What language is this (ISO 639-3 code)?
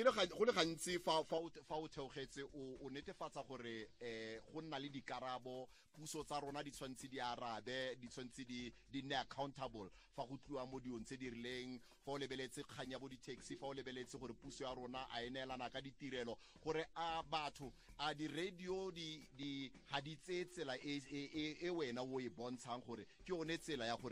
tsn